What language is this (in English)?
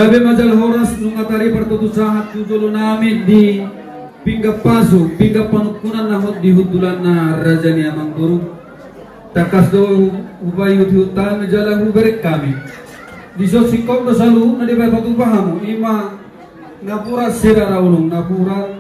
Batak Toba